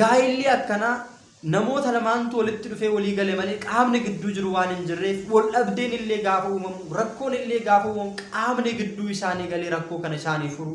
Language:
Oromo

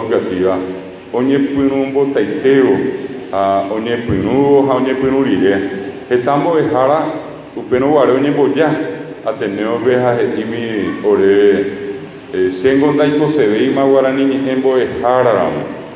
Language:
Guarani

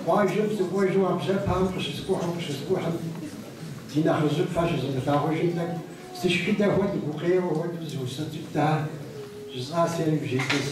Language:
Kabardian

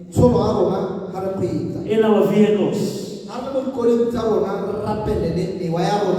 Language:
Tswana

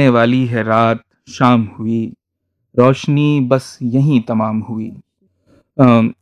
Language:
Urdu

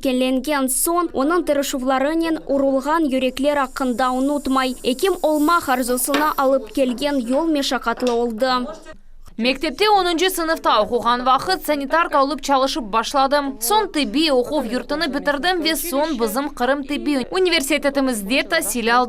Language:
Crimean Tatar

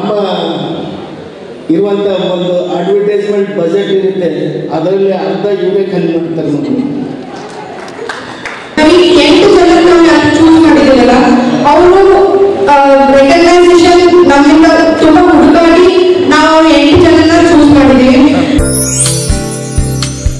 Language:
Kannada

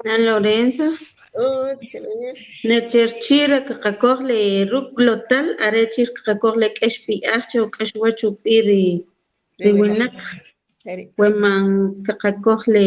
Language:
Kʼicheʼ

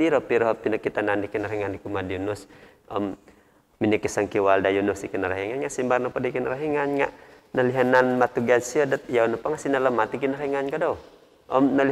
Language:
Central Dusun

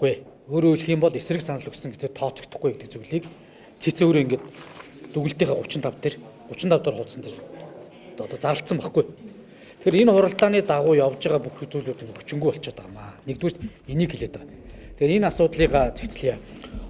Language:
Mongolian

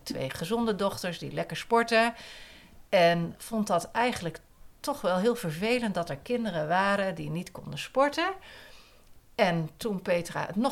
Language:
Dutch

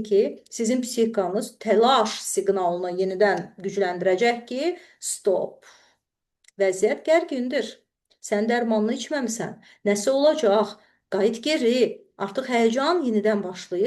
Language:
Azerbaijani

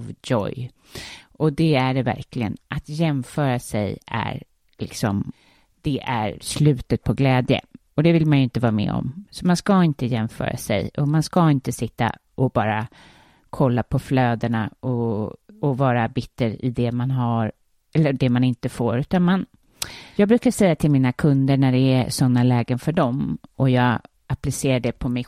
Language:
Swedish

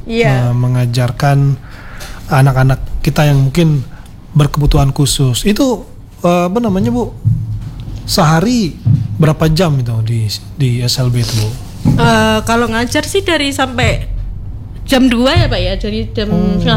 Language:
Indonesian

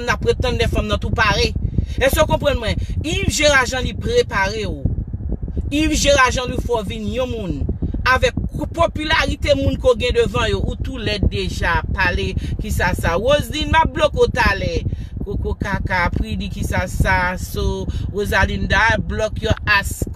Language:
Haitian Creole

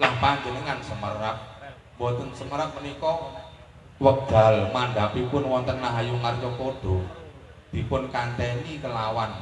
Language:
Javanese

